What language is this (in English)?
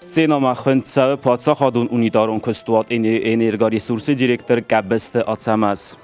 Ossetic